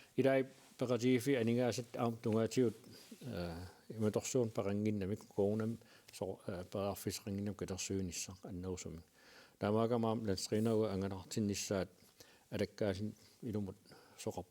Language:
Kalaallisut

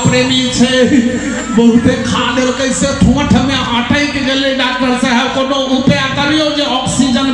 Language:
Maithili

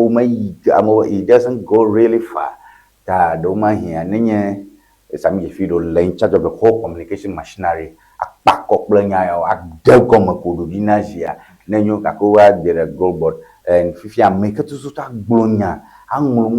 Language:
Ewe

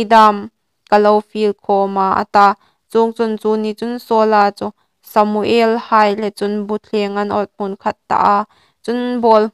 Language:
Hmar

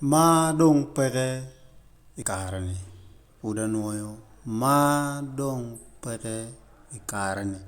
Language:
Acoli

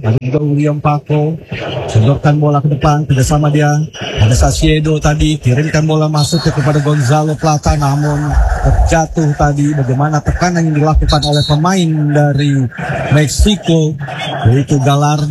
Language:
Indonesian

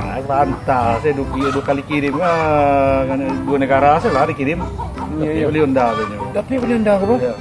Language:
Minangkabau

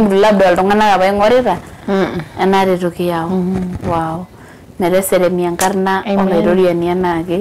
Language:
Masai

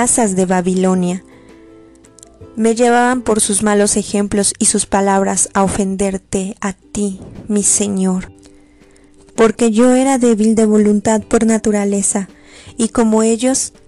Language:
Spanish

